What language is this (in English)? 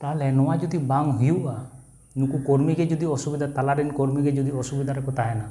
Santali